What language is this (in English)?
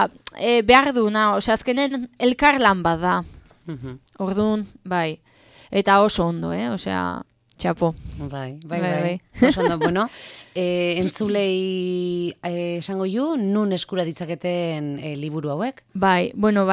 Basque